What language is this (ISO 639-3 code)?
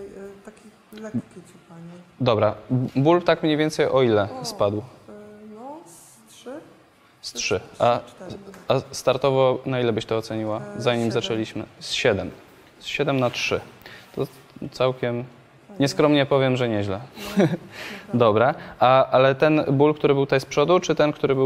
pol